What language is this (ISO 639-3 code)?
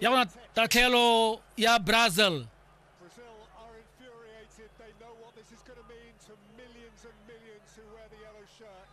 tsn